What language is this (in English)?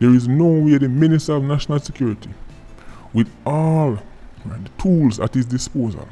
Jamaican Creole English